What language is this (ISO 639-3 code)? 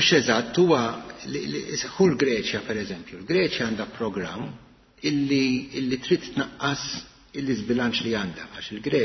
mlt